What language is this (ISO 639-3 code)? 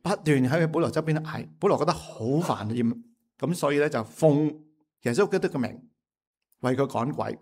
yue